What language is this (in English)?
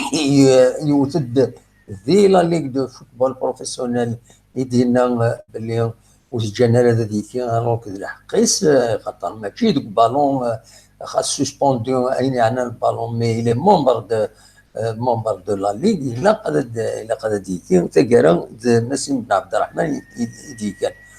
Kabyle